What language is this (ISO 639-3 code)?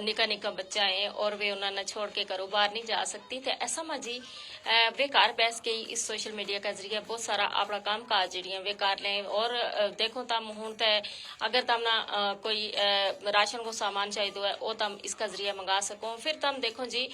gju